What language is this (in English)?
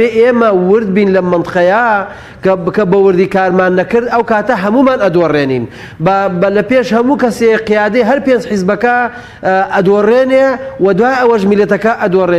Central Kurdish